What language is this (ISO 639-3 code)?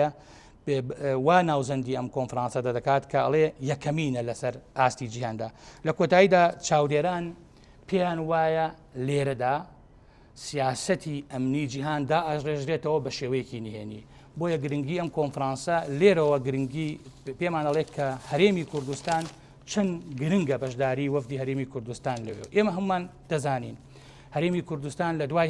ckb